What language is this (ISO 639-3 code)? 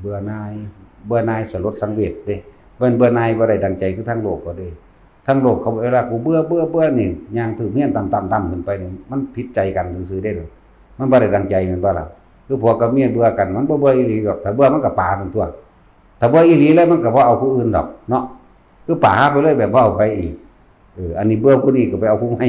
tts